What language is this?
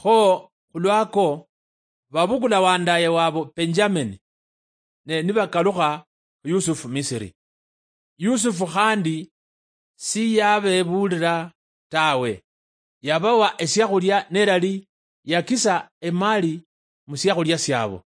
Luyia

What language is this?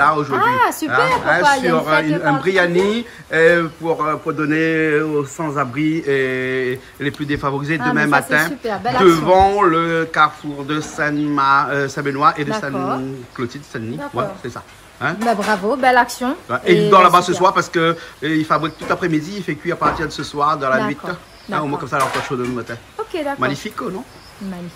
Réunion Creole French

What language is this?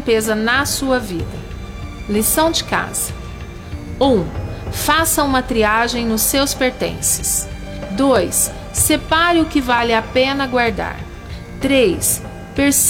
Portuguese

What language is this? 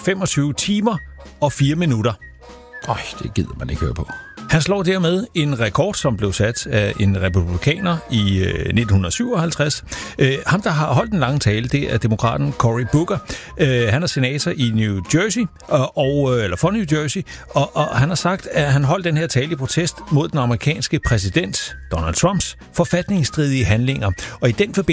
Danish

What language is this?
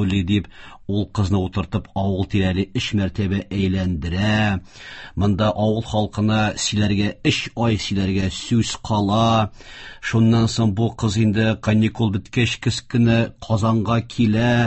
Tatar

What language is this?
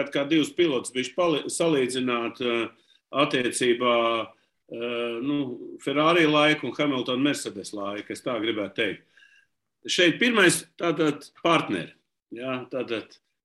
Latvian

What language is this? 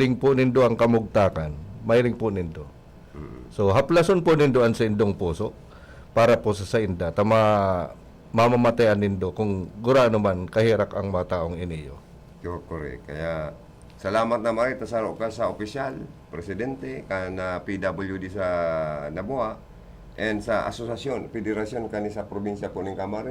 Bikol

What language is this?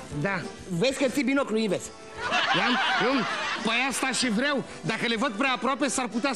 Romanian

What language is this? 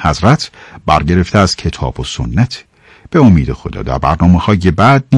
Persian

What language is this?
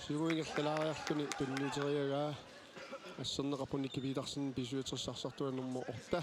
Kalaallisut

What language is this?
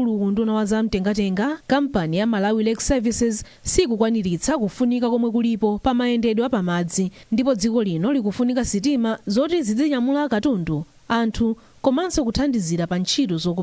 Nyanja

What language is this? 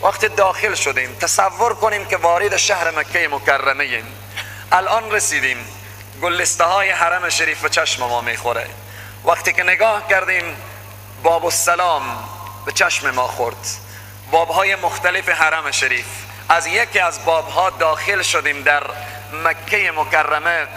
Persian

